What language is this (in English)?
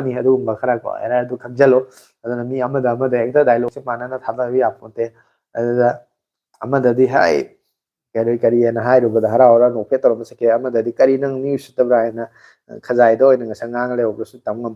Manipuri